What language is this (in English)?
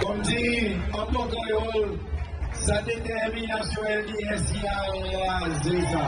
Seselwa Creole French